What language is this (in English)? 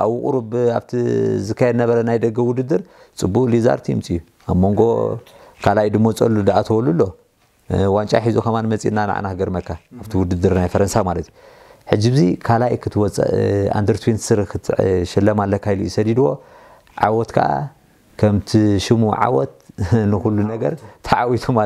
Tigrinya